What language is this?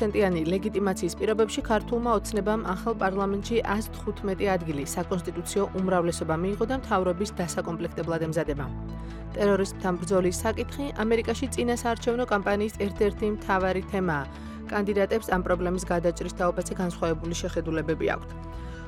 Georgian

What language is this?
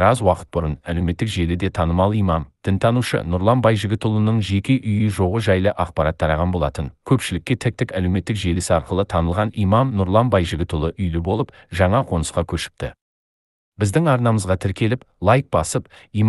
Kazakh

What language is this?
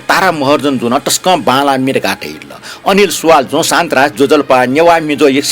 Newari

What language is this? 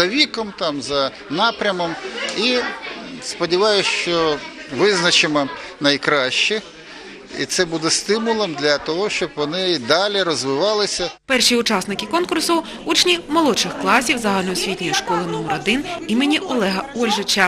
Ukrainian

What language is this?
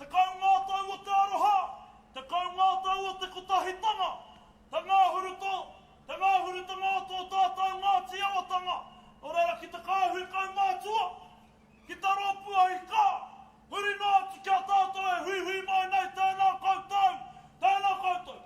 Māori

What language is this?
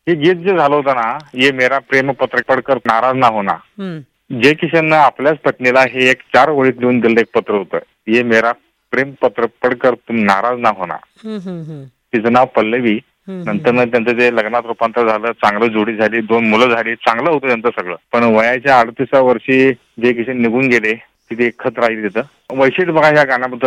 Marathi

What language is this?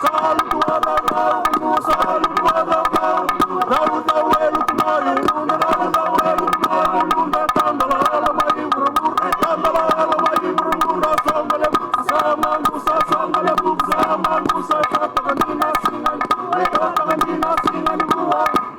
Fijian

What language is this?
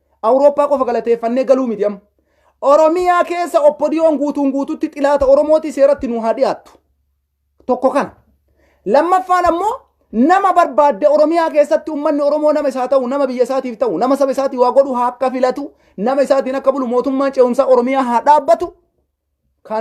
Oromo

